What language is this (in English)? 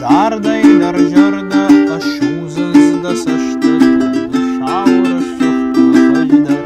Ossetic